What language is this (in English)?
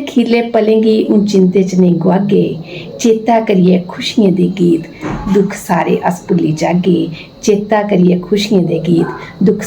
Dogri